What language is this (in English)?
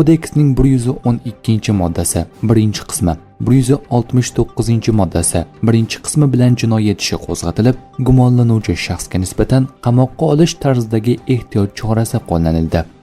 Uzbek